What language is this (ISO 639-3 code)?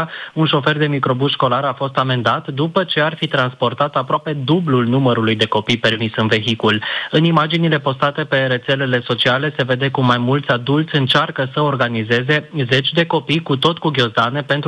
ron